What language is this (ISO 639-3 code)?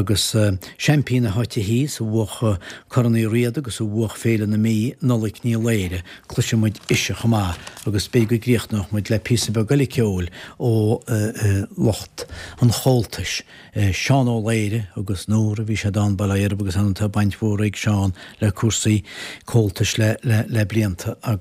gle